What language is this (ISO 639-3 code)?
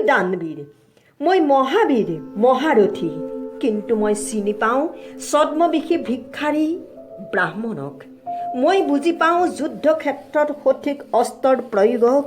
asm